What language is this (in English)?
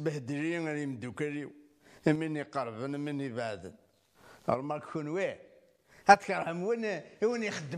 Kabyle